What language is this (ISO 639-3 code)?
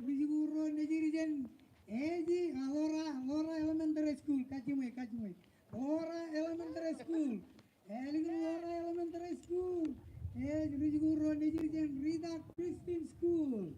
mah